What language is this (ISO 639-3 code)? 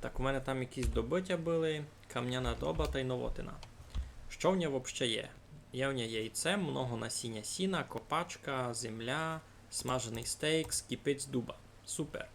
rue